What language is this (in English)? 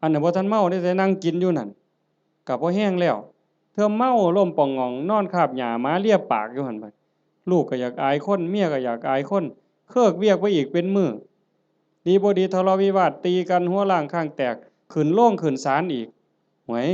Northeastern Thai